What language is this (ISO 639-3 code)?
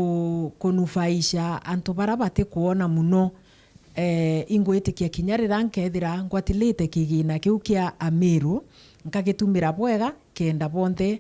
mer